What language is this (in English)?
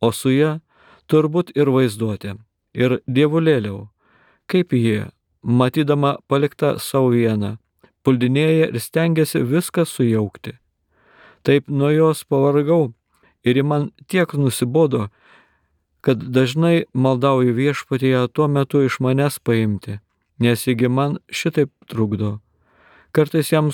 Lithuanian